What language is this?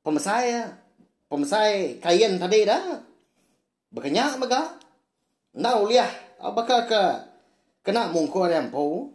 Iban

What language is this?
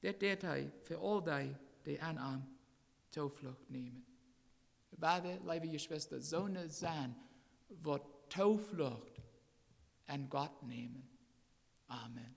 Plautdietsch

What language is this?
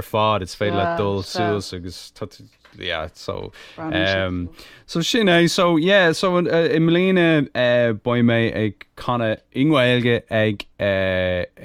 Irish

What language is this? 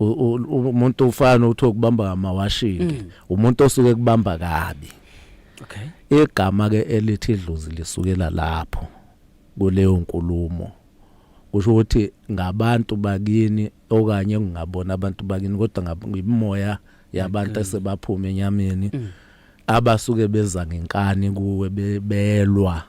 Zulu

